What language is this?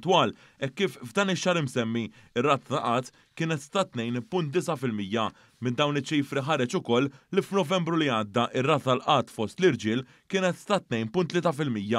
Maltese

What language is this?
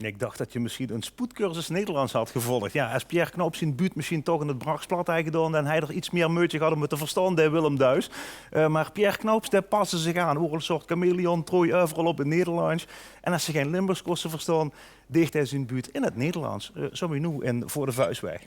Limburgish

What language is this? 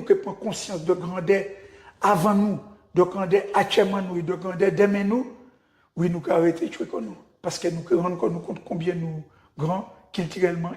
Guadeloupean Creole French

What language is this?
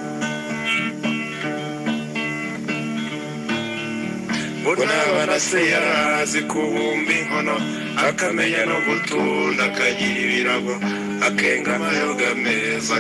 Kinyarwanda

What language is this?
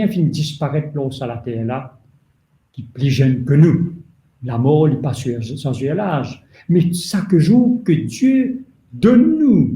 Morisyen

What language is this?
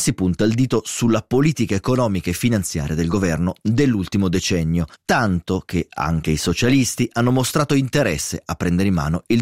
Italian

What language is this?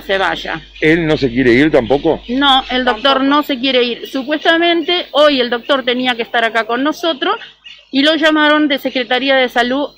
Spanish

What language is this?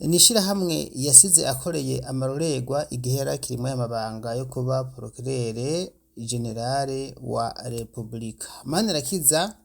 Rundi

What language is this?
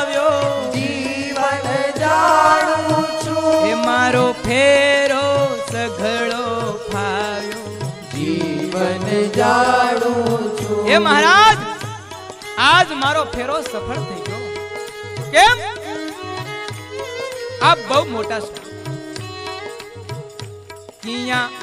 Gujarati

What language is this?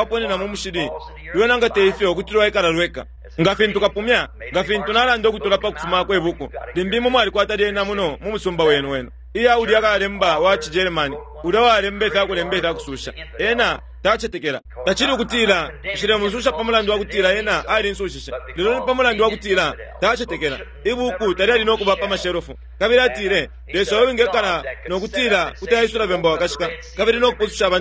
Bemba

